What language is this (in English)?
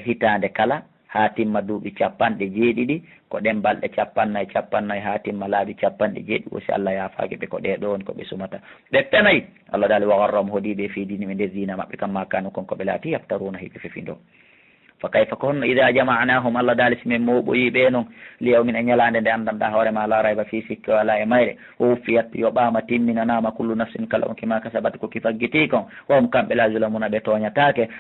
Fula